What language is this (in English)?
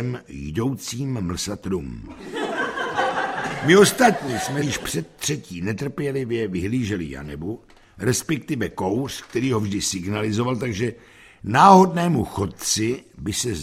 Czech